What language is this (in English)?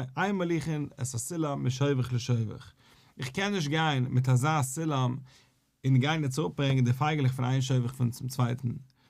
Yiddish